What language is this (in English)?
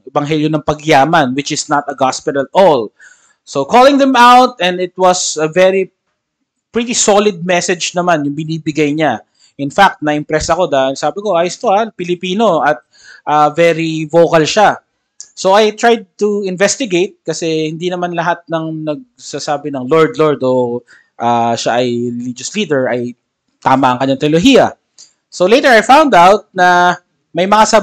Filipino